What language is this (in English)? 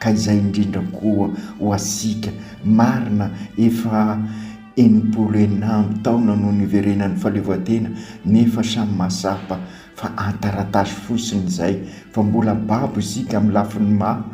Malagasy